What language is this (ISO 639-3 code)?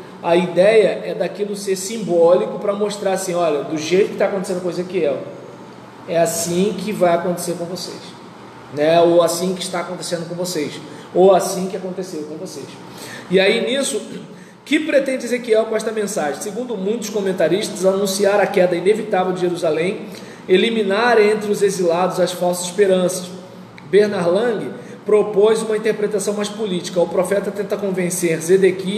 por